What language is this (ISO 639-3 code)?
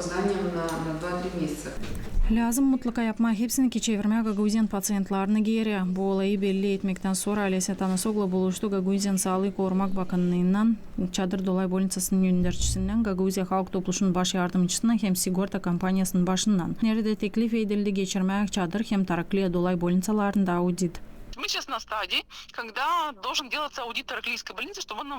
gag